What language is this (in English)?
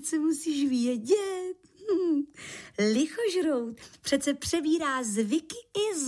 Czech